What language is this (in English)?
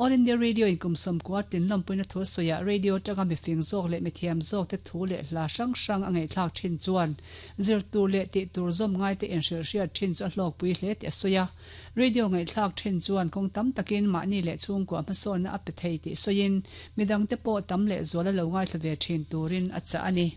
Mizo